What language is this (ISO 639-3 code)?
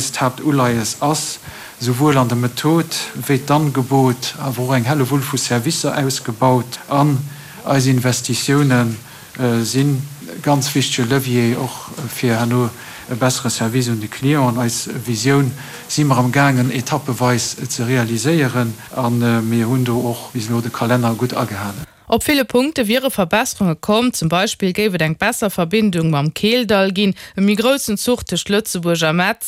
ltz